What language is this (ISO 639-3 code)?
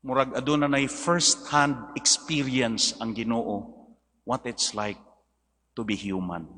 ceb